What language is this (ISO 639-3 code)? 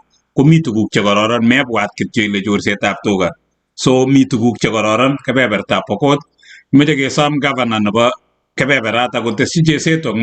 kln